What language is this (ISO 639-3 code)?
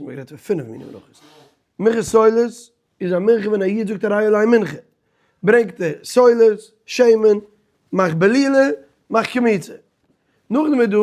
yid